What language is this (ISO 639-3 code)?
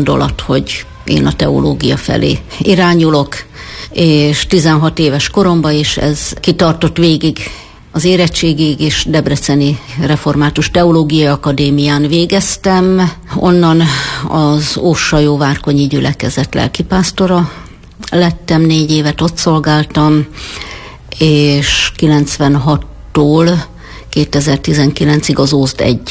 hun